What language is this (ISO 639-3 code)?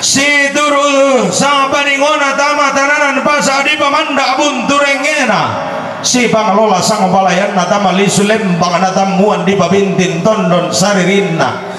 sda